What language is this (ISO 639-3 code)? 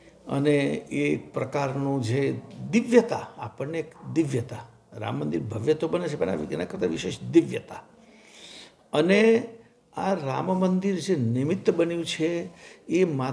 guj